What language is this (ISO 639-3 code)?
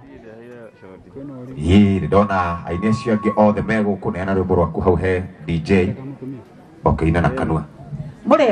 kik